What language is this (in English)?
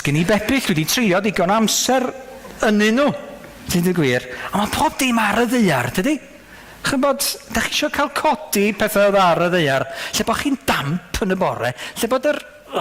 Welsh